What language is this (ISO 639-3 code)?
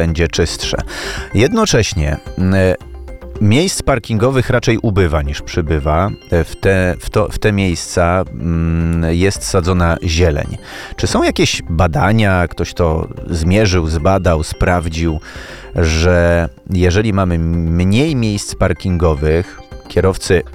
pol